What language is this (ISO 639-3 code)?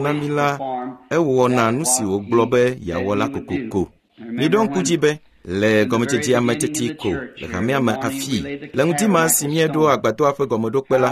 ewe